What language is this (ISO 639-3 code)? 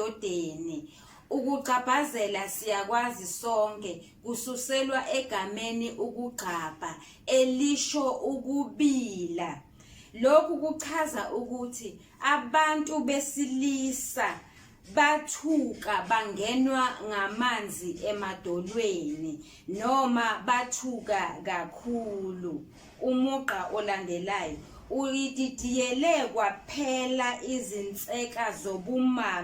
zul